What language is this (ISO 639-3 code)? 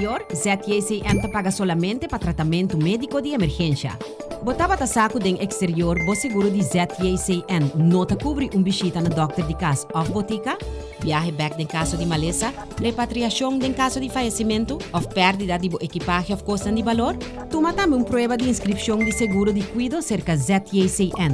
pap